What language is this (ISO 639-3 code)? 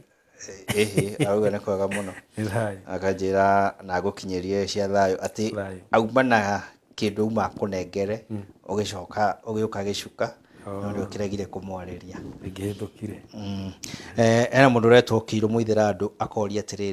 kik